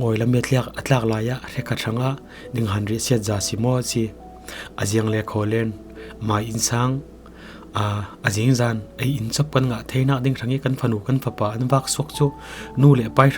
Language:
Falam Chin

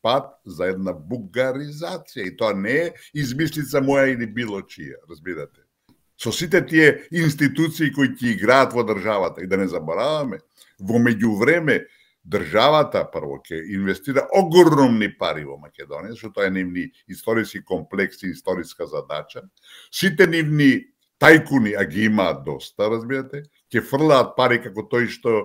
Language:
Macedonian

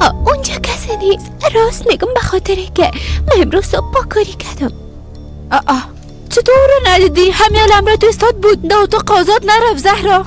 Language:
Persian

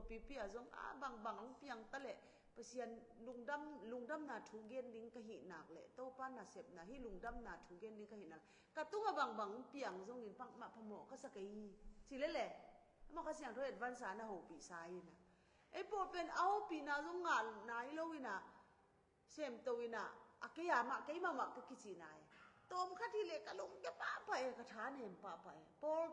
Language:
Tedim Chin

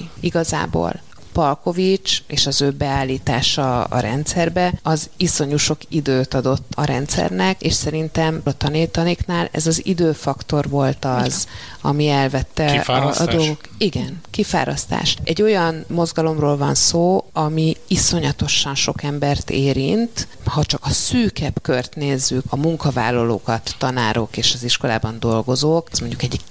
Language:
Hungarian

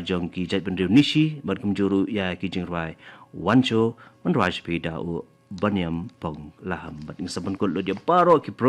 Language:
Khasi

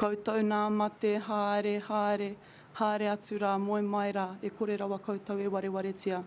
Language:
Māori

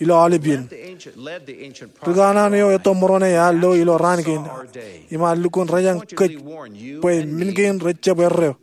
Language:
Marshallese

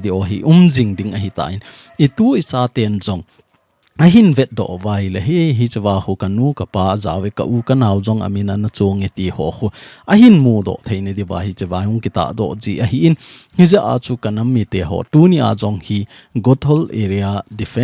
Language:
Thado Chin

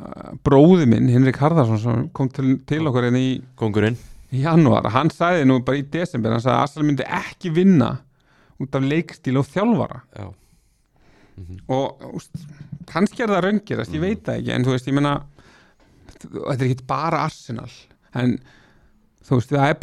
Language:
Icelandic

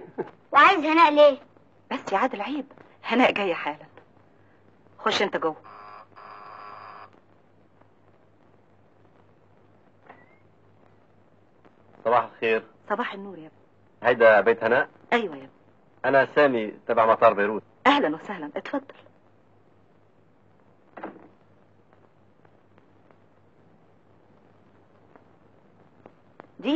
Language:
Egyptian Arabic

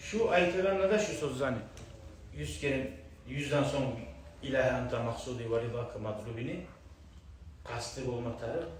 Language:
Kumyk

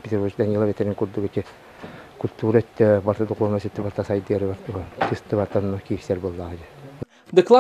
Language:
Yakut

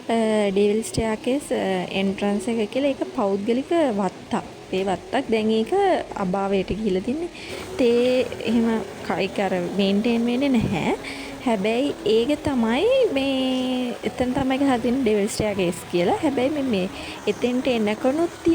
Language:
Sinhala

